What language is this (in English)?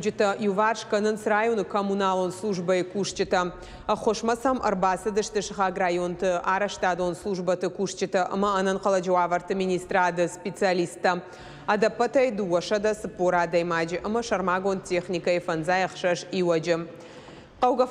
Ossetic